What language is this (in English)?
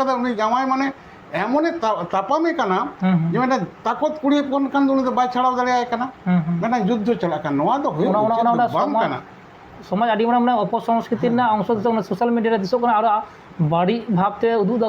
Santali